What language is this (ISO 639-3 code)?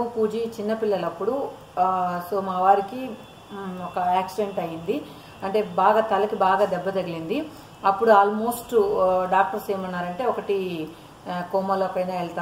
tel